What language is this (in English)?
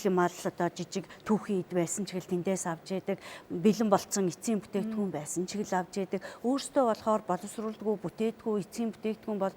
Mongolian